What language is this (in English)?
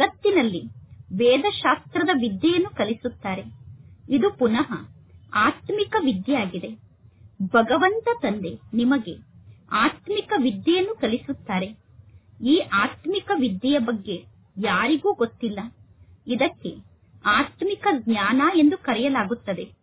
Kannada